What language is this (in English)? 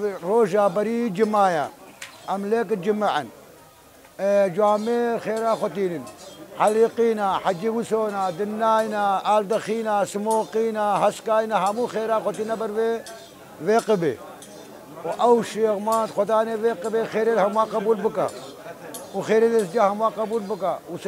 Kurdish